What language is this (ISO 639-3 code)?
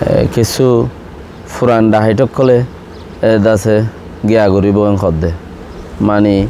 rhg